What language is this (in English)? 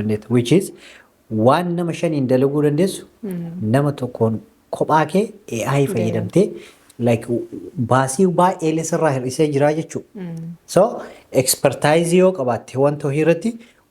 Oromo